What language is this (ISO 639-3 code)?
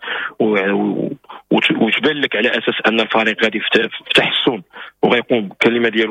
ary